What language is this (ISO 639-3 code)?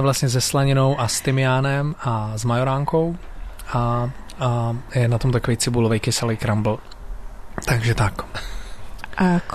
ces